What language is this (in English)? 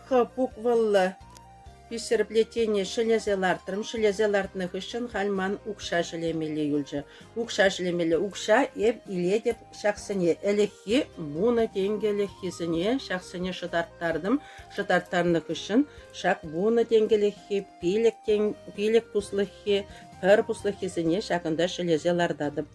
Chuvash